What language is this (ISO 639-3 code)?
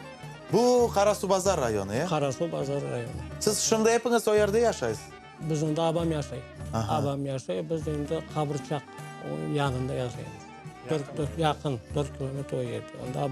crh